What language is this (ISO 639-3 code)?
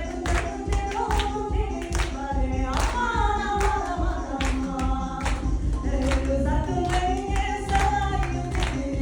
crh